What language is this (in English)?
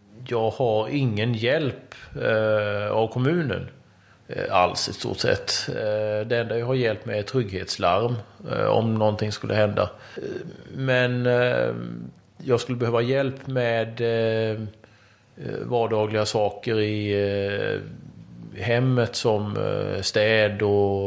Swedish